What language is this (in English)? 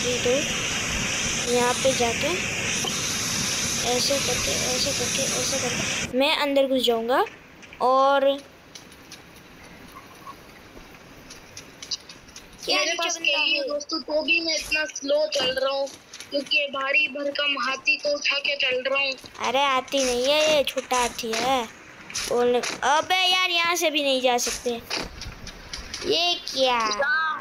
Hindi